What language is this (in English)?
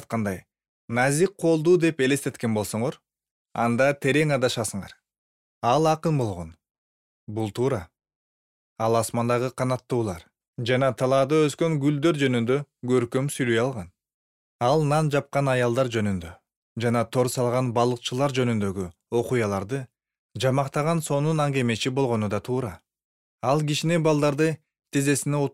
Kyrgyz